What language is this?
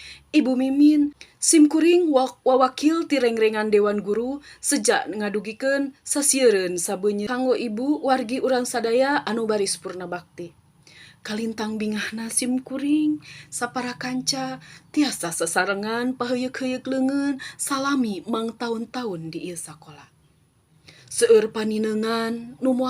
Sundanese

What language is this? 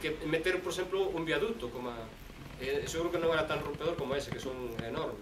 Galician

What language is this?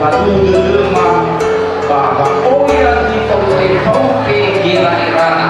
Nias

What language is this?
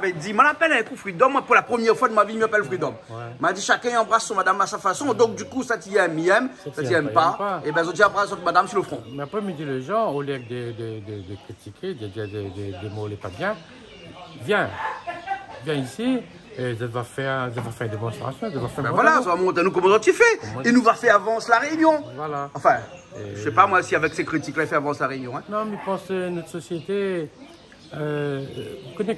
Réunion Creole French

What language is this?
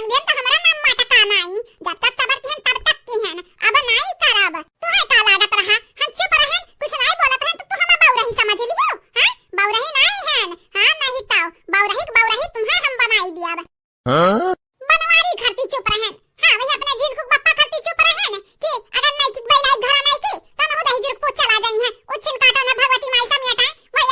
Awadhi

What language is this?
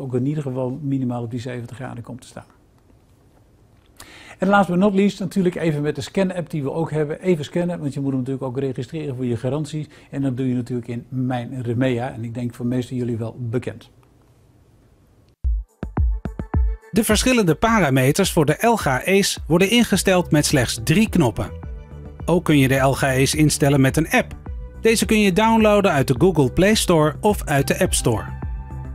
Dutch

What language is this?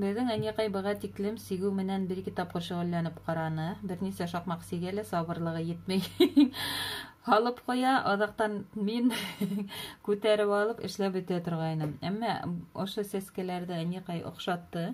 Bashkir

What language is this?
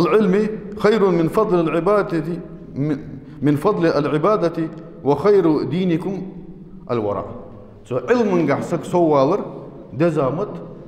Ingush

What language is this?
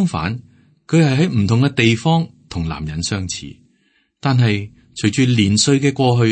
Cantonese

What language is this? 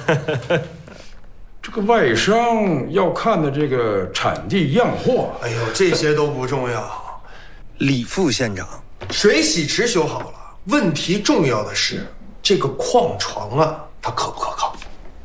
Chinese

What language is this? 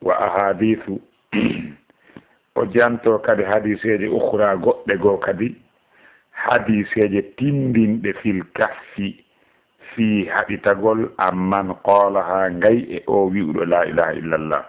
Fula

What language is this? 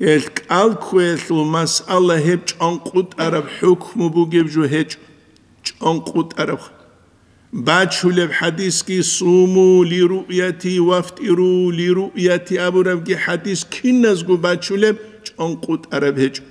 Avaric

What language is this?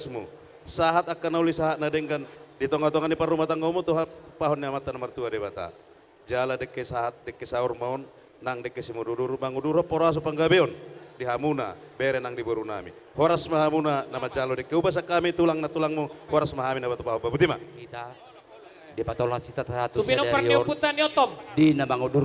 Batak Toba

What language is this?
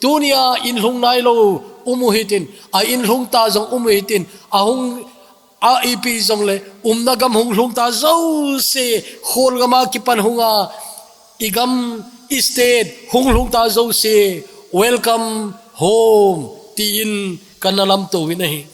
Thado Chin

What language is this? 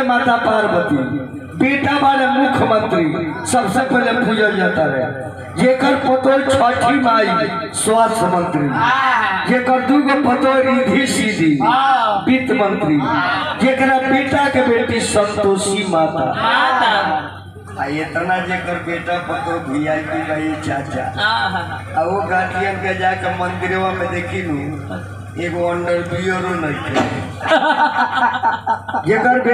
Bhojpuri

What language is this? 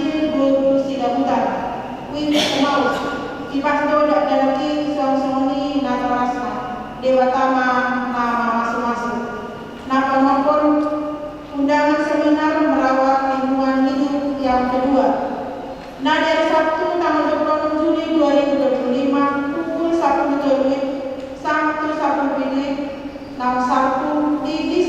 Batak Toba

